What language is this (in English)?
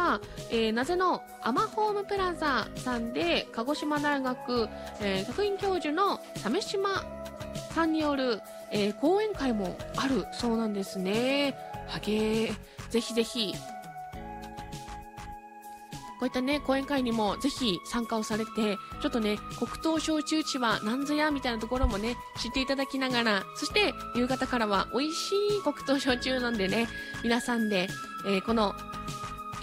Japanese